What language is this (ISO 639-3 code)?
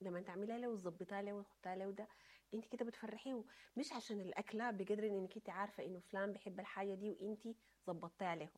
apd